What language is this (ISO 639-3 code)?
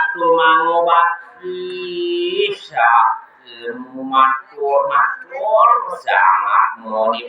ban